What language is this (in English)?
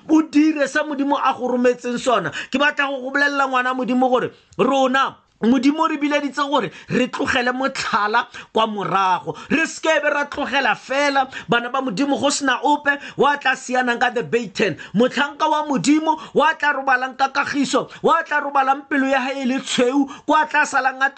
Tswana